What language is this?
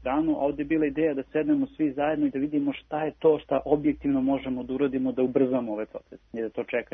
Serbian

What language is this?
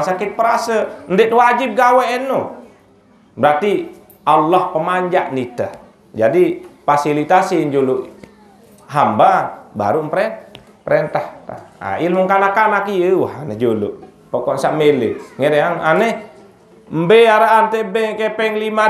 Sasak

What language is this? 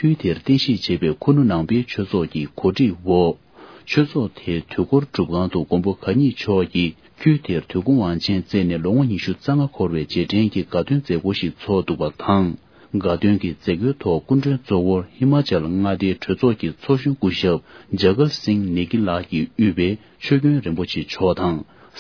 Tibetan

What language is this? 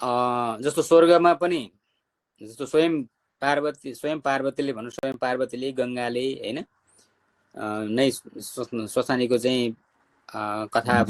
Nepali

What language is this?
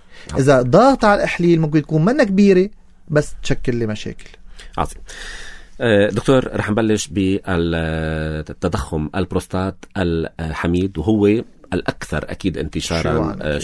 North Levantine Arabic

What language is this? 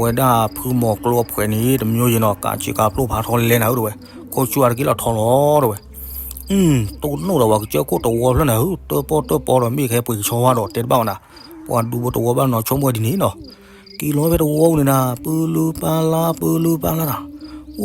S'gaw Karen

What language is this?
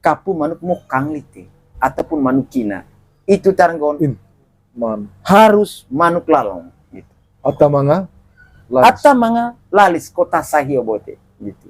Manggarai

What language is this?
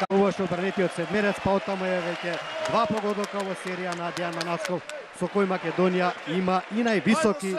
Macedonian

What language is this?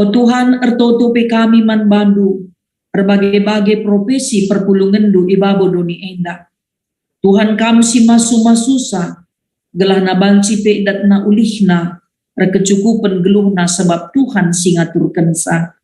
Batak Karo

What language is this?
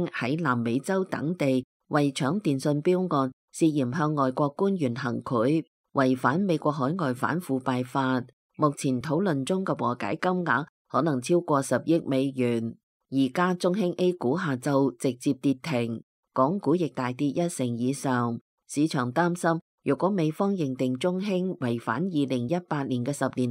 Cantonese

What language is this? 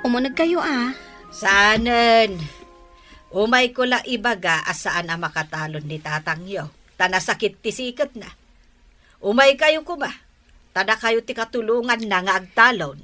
Iloko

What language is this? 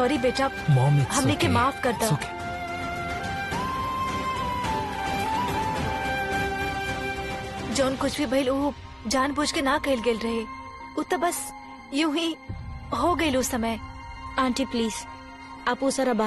Bhojpuri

